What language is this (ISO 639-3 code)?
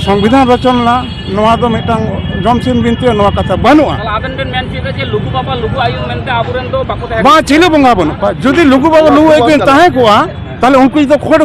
sat